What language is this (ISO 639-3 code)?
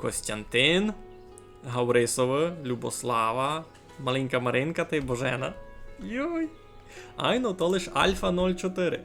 rue